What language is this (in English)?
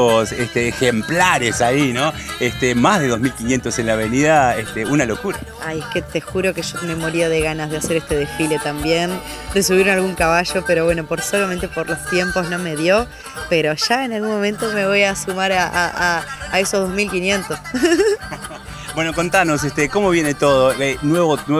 Spanish